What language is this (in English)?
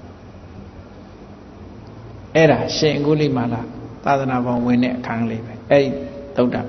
Burmese